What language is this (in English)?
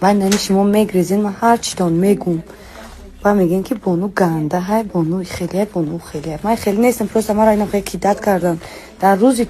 Tajik